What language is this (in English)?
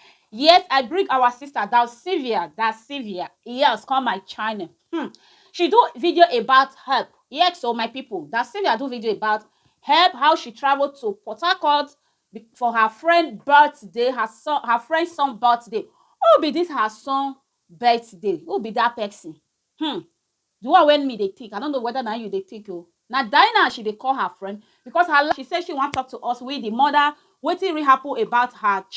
Nigerian Pidgin